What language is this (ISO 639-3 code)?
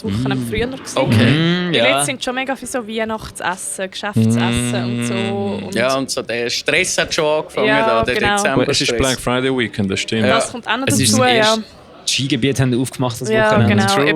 gsw